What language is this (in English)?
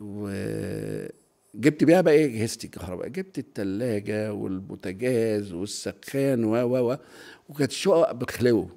Egyptian Arabic